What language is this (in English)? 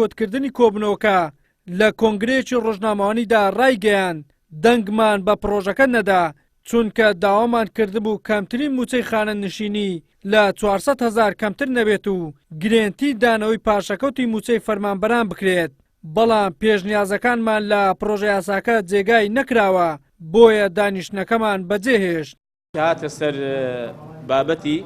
Central Kurdish